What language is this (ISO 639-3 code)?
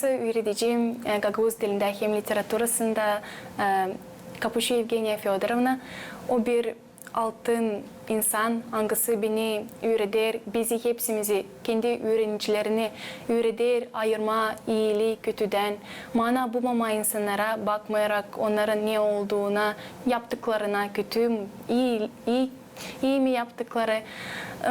gag